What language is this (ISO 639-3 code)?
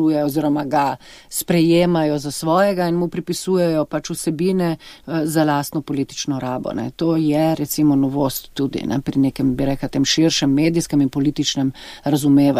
slv